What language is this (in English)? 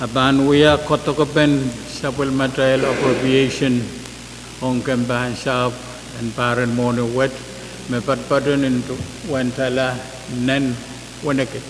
Pohnpeian